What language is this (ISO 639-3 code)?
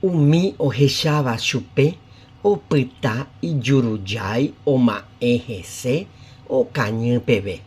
grn